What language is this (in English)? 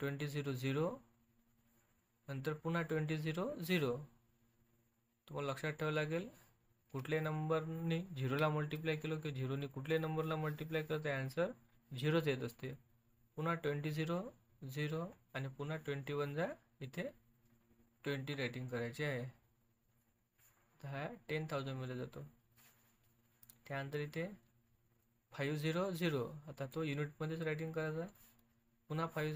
Marathi